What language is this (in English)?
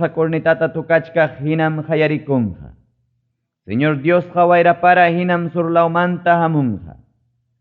Ayacucho Quechua